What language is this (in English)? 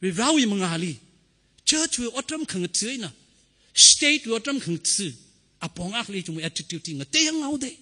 Tangkhul Naga (India)